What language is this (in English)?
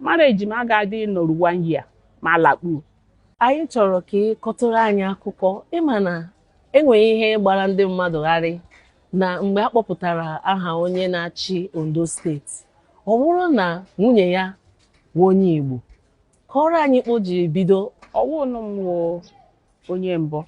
Igbo